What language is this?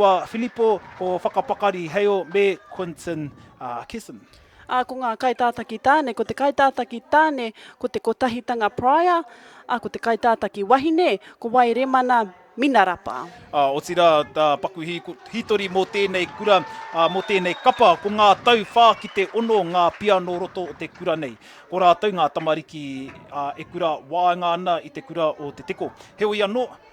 Māori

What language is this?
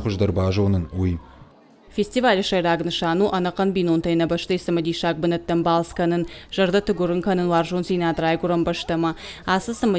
Ossetic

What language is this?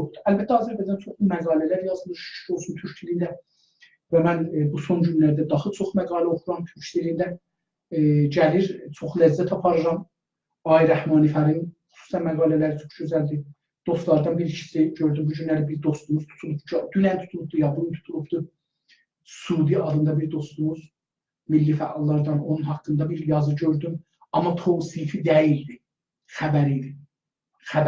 South Azerbaijani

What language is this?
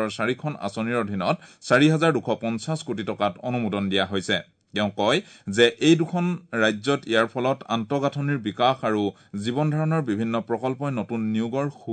Assamese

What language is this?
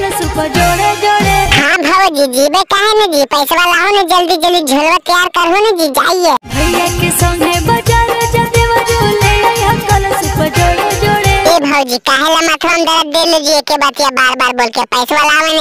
Magahi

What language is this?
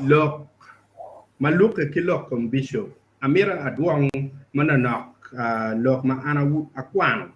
Acoli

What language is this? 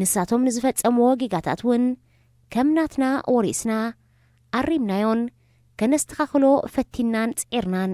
Tigrinya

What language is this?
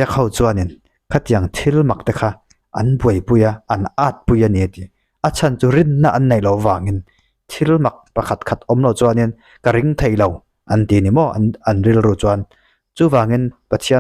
Mizo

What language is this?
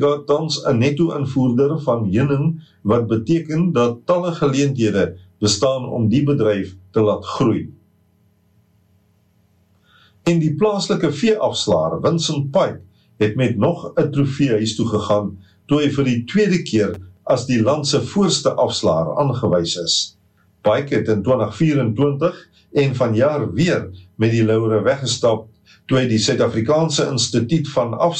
Afrikaans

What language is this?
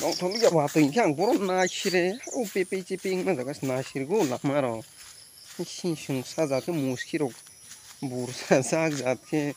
Kok Borok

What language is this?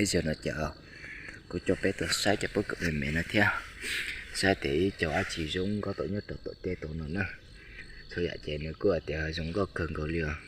Hmong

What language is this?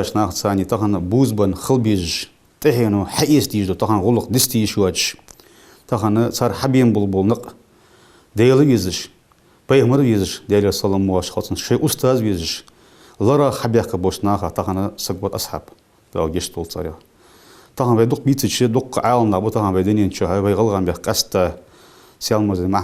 Ingush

